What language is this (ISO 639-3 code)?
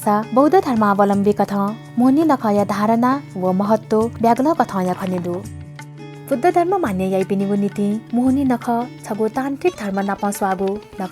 new